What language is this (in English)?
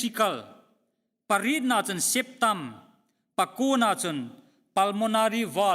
Hmar